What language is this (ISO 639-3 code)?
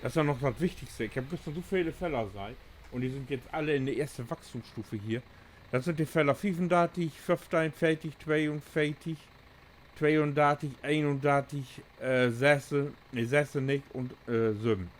nds